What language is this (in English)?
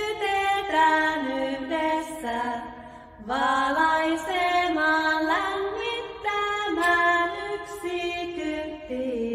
Finnish